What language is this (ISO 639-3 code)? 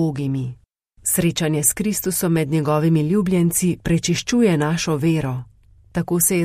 slv